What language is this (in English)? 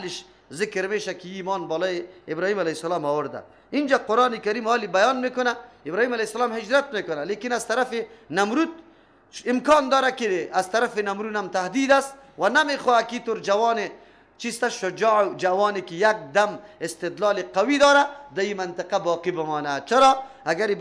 Persian